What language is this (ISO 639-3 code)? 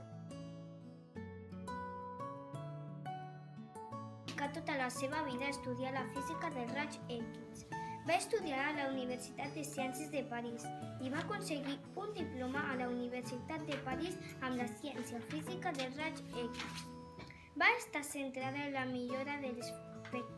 cat